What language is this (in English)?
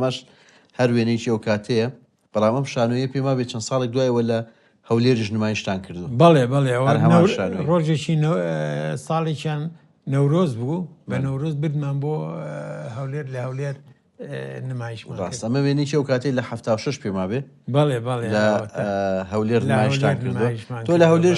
Central Kurdish